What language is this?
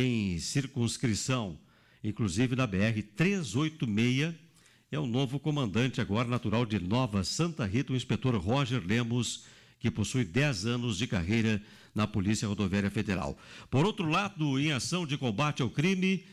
Portuguese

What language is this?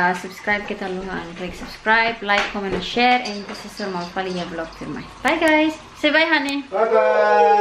Tetum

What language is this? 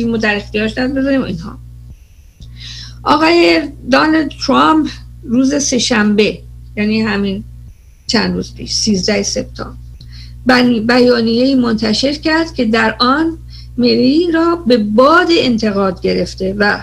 Persian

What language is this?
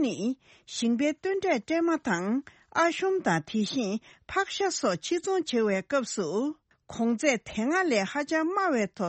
Tibetan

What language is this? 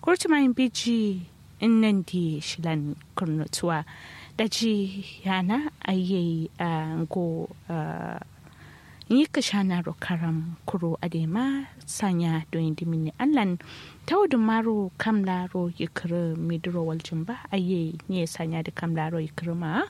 Kanuri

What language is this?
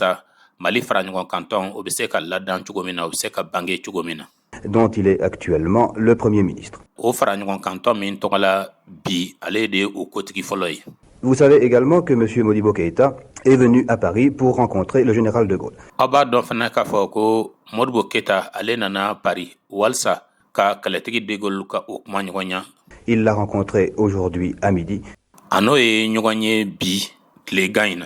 Bambara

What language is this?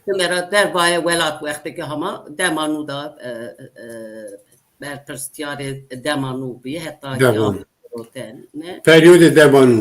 Zaza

